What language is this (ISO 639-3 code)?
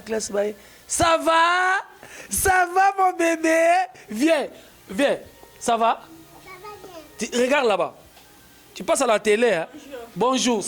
lin